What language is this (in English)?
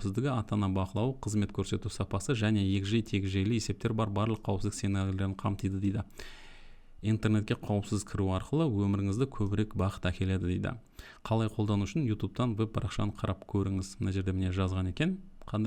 Kazakh